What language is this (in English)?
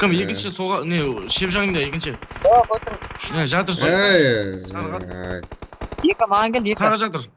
Kara-Kalpak